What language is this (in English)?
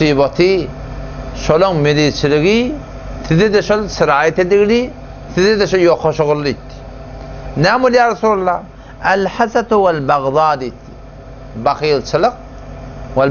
Turkmen